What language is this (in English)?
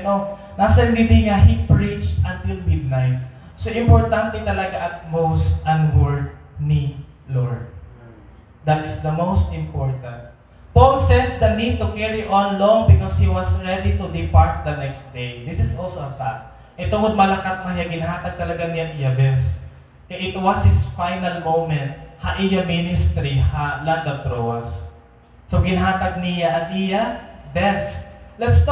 Waray